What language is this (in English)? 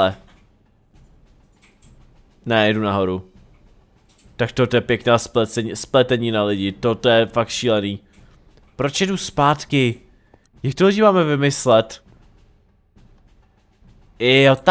Czech